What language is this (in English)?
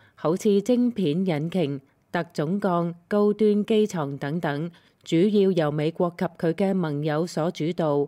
Cantonese